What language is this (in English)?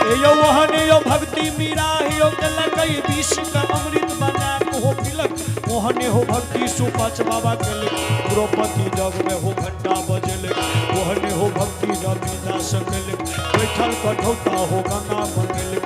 Maithili